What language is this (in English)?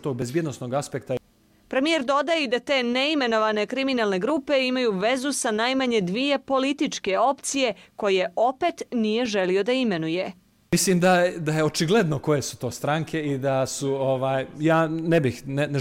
Serbian